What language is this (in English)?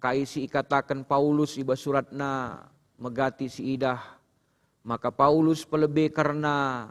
Batak Karo